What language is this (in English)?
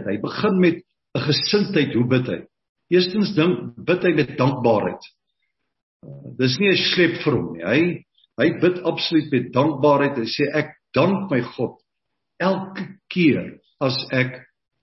Afrikaans